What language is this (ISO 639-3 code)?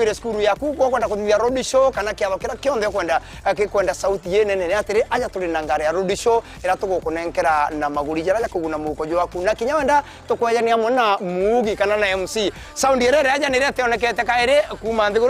mer